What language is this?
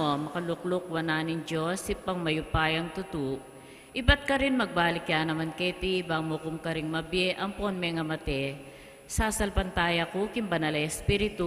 Pampanga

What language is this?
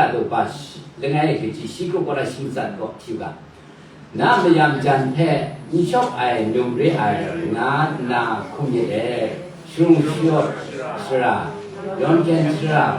Kachin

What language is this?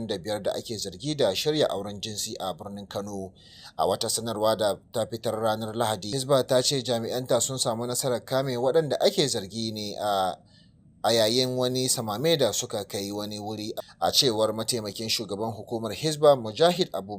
Hausa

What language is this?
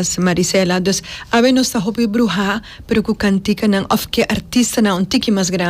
Papiamento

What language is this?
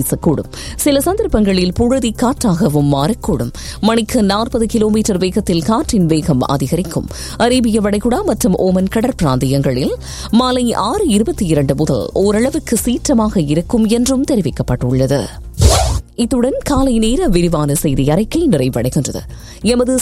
Tamil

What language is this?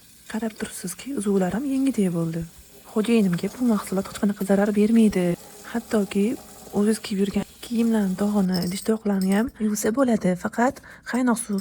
Uzbek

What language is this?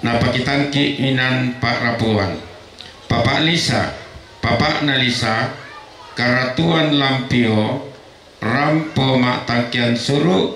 Toraja-Sa'dan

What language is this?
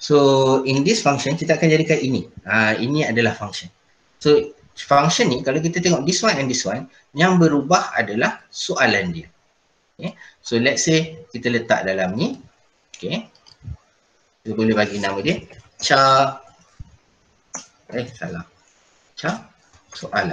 Malay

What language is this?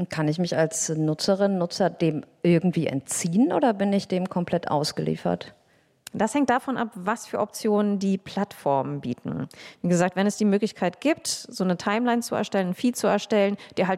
German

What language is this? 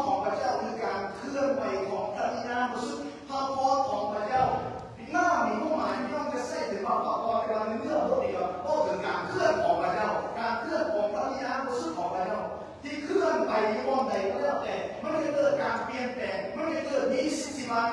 Lao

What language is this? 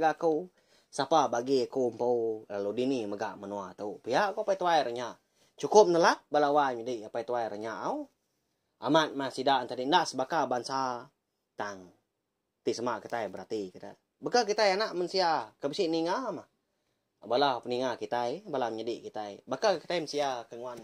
Iban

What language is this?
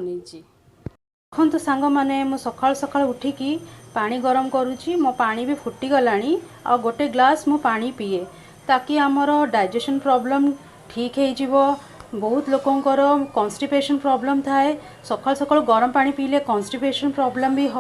Odia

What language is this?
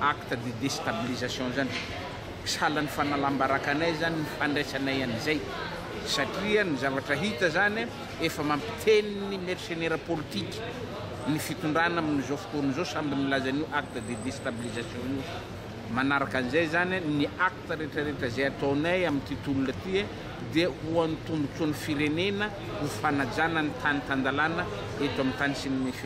Malagasy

